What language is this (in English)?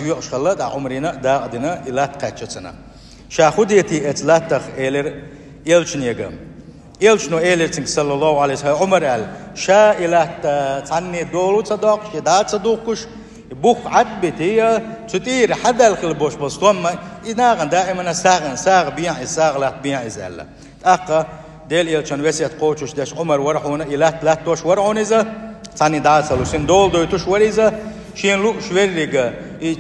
Chechen